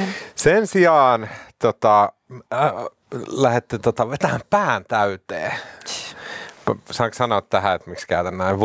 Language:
Finnish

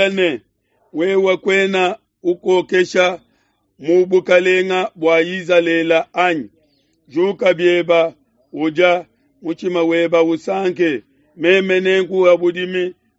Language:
Luba-Lulua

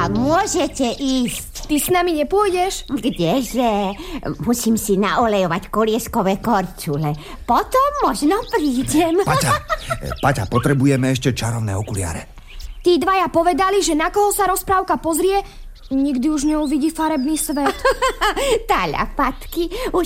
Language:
Slovak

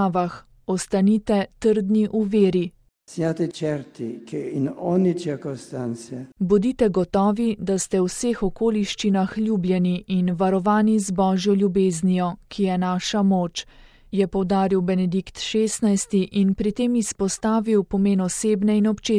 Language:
Slovenian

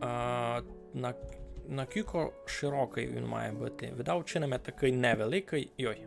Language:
Rusyn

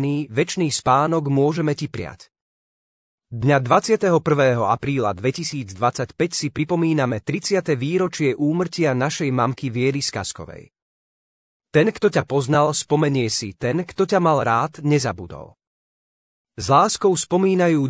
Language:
Slovak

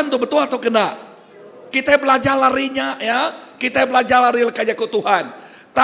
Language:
Iban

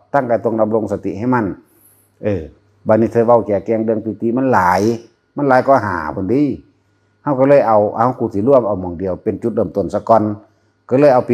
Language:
Northeastern Thai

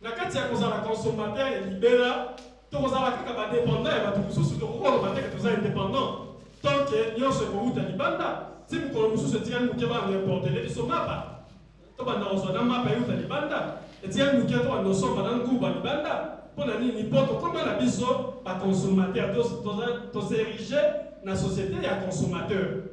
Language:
Lingala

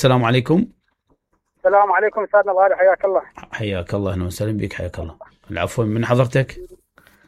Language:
Mesopotamian Arabic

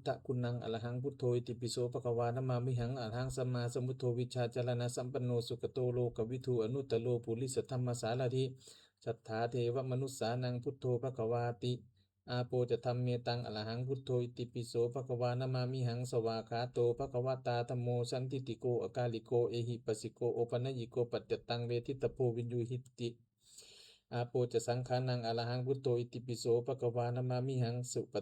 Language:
Pali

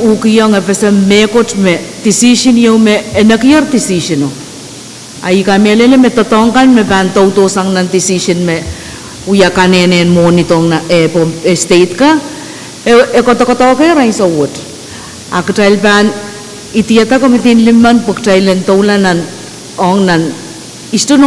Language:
Pohnpeian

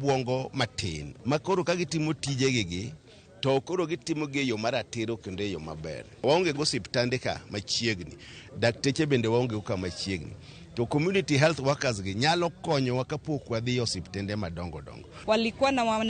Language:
Luo (Kenya and Tanzania)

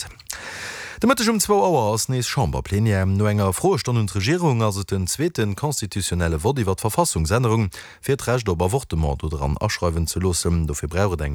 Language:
Luxembourgish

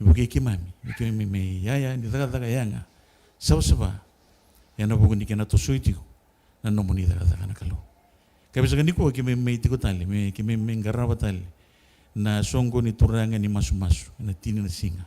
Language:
Fijian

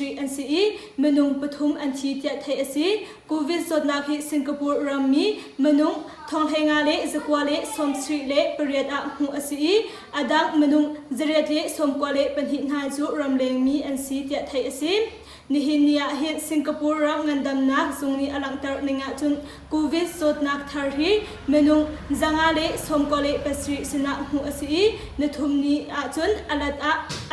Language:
Hakha Chin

